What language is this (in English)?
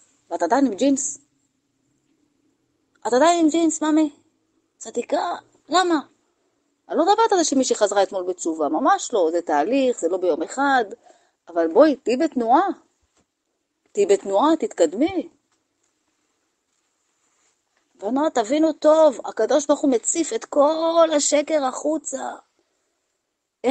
Hebrew